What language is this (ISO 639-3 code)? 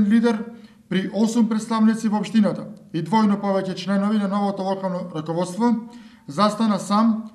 mkd